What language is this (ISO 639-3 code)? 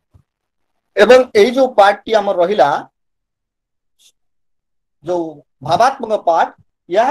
ori